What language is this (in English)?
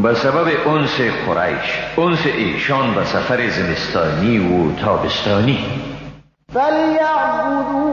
Persian